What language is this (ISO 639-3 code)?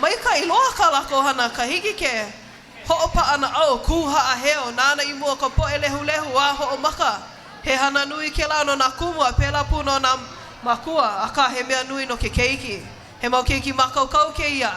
haw